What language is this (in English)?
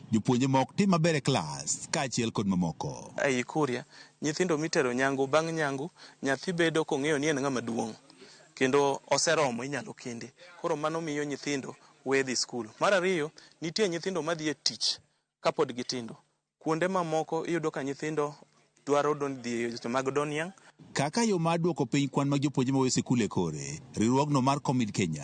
Luo (Kenya and Tanzania)